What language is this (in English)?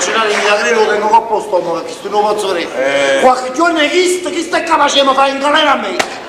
Neapolitan